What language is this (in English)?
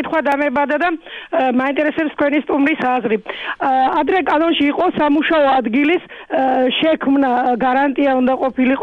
Georgian